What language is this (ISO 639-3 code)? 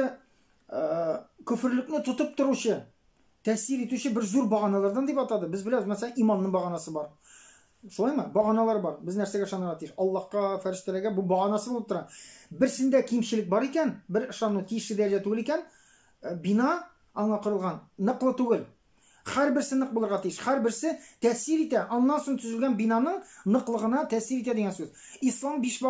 tat